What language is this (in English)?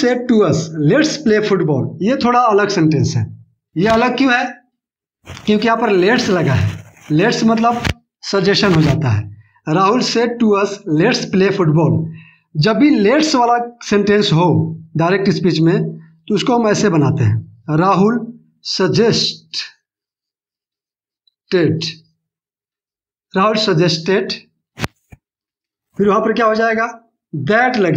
Hindi